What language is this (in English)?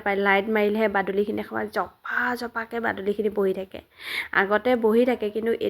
Assamese